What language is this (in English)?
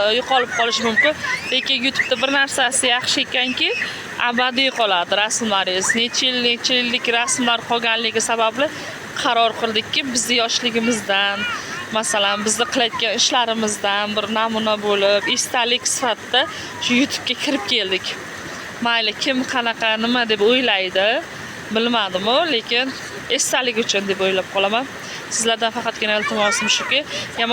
Uzbek